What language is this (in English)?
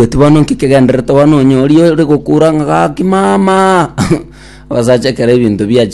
Gusii